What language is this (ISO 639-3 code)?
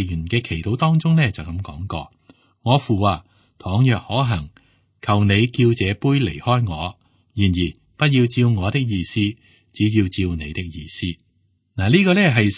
yue